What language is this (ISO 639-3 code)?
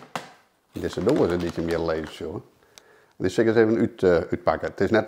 fry